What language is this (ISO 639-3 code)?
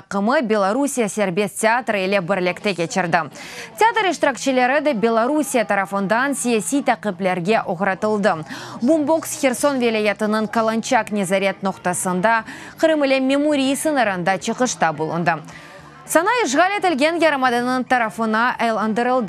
crh